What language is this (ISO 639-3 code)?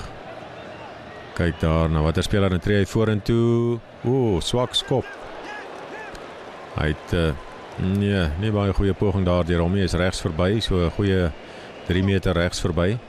afr